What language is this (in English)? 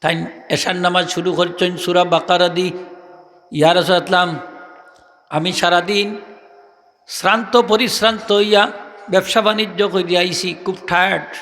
Sylheti